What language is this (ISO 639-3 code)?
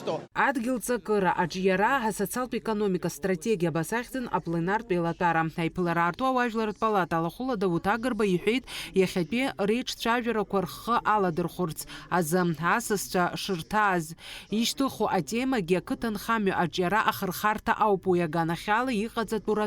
abk